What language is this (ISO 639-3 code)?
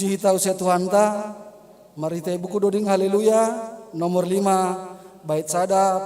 bts